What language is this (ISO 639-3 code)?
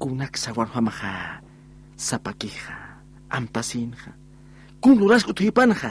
aym